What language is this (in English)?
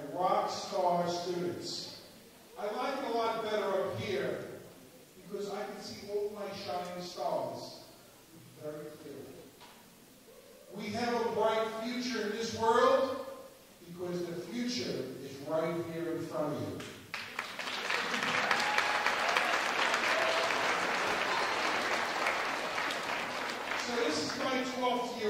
English